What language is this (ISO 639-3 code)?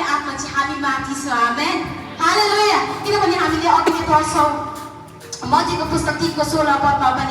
nep